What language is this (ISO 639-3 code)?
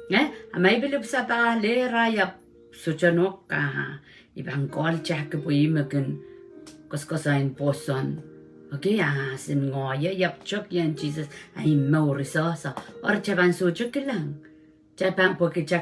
pon